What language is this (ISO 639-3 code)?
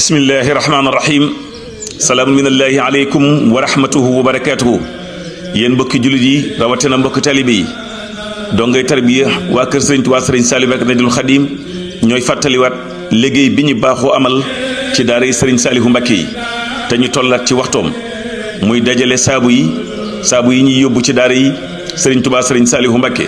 wol